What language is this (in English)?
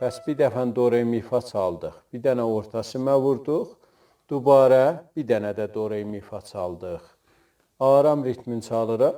South Azerbaijani